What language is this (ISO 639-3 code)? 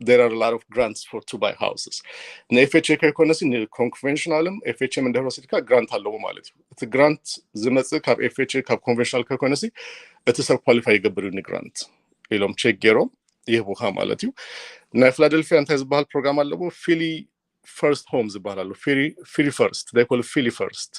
tir